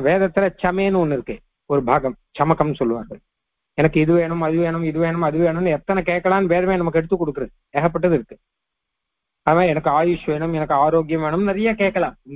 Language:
Tamil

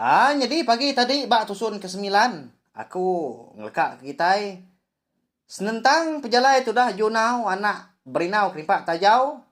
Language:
Iban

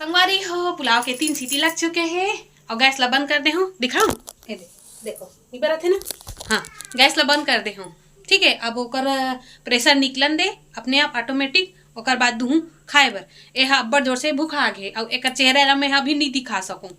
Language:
Chhattisgarhi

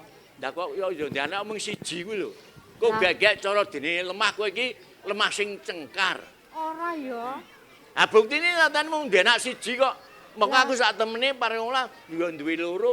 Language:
Javanese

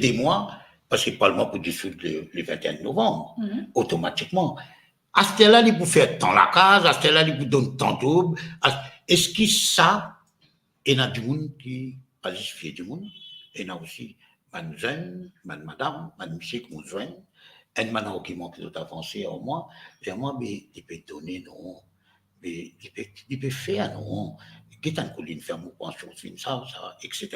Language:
Morisyen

